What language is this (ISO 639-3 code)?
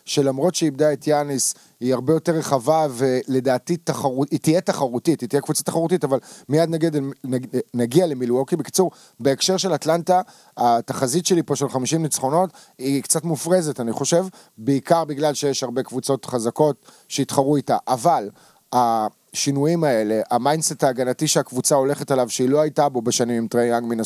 heb